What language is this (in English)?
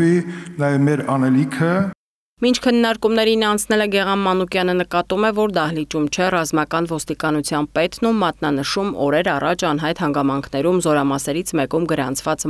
Armenian